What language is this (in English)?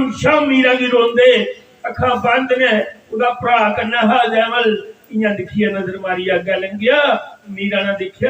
Dogri